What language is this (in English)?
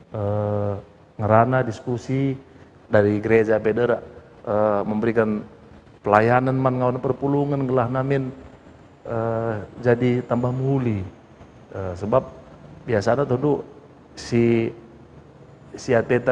Batak Karo